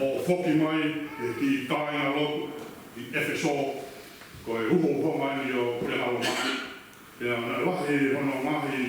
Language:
Tongan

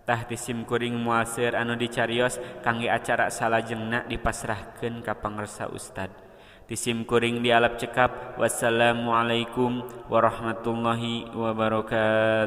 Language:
Sundanese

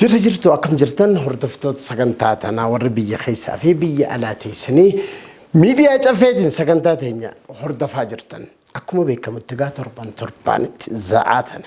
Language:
Oromo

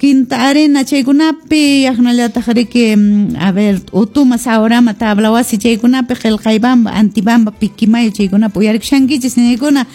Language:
Quechua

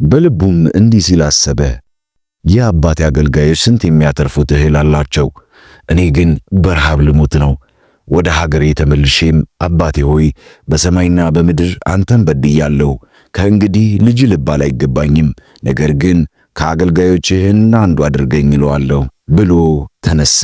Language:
Amharic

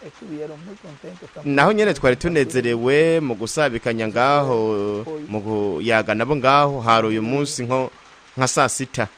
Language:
Rundi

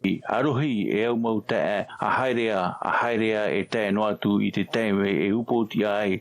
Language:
Tahitian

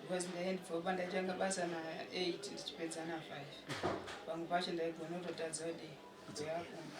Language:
Shona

